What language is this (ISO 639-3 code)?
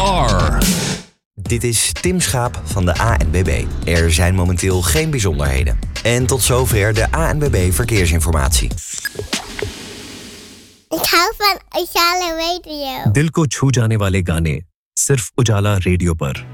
nld